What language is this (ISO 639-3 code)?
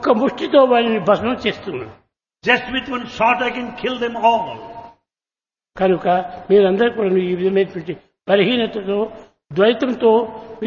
tel